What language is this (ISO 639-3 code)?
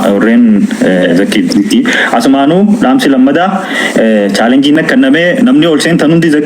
orm